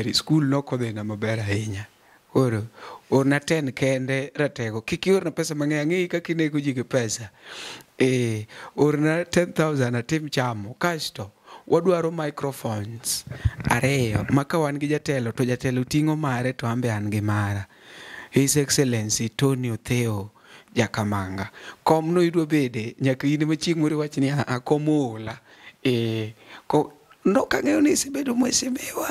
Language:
Luo (Kenya and Tanzania)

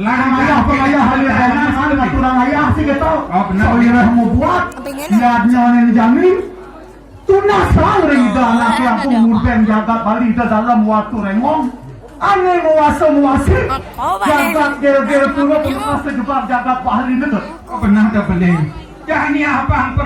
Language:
Balinese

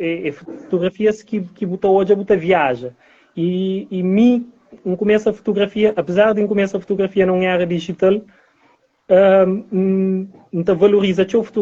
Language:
Kabuverdianu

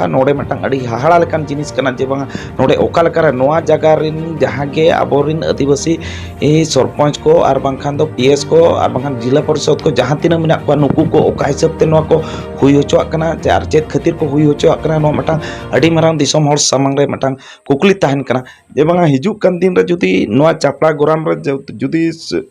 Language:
Santali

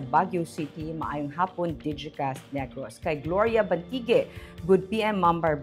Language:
Hiligaynon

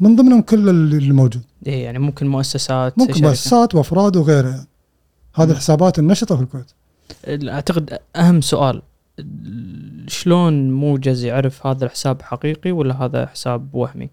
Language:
Gulf Arabic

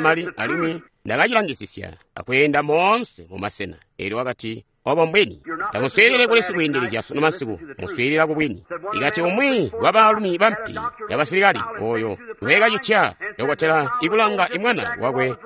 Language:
Tonga (Zambia)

